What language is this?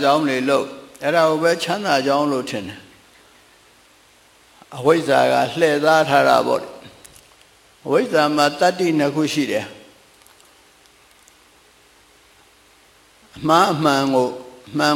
Burmese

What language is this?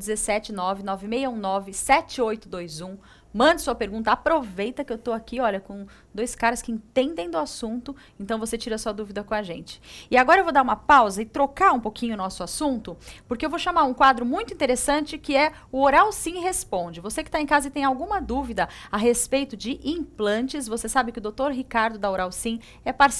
Portuguese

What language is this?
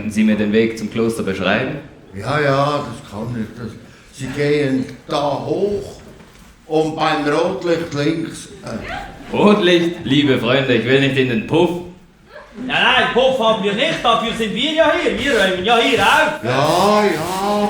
Swiss German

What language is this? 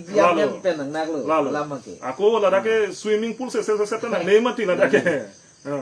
Karbi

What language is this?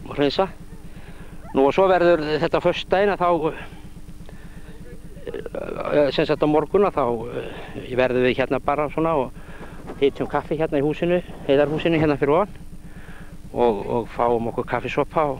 Icelandic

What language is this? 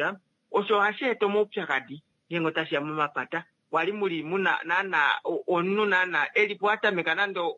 Kuanyama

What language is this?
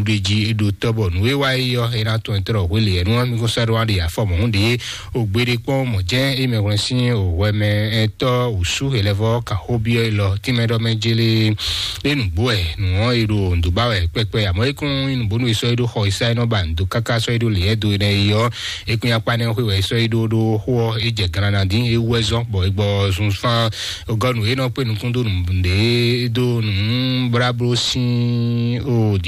Fon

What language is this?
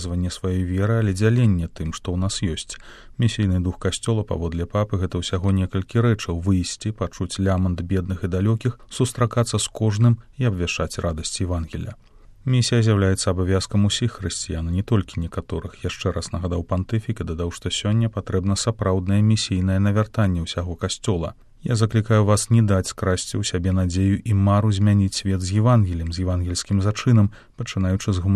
Belarusian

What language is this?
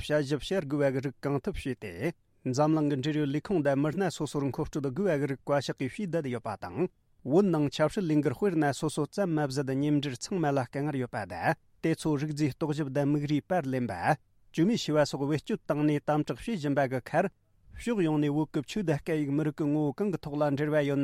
Tibetan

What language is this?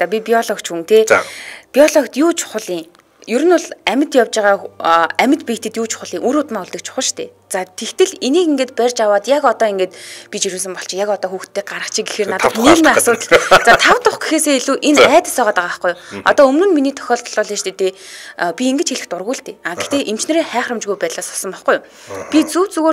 Mongolian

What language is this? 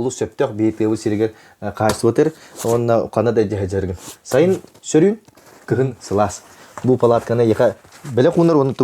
Yakut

